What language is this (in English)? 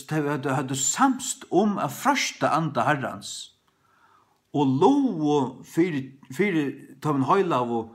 Faroese